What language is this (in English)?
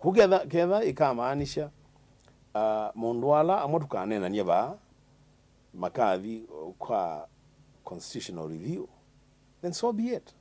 Kamba